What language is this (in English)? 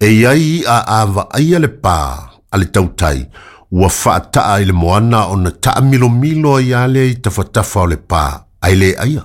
Samoan